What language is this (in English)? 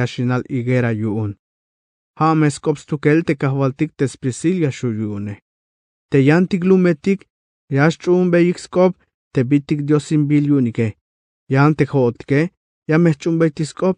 Tzeltal